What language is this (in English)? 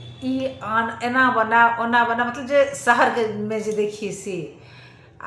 Maithili